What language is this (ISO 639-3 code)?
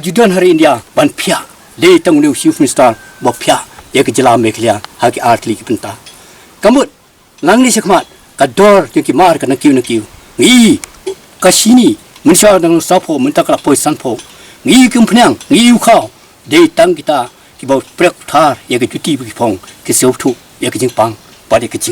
kha